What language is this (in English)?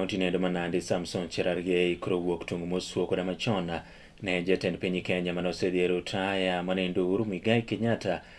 Luo (Kenya and Tanzania)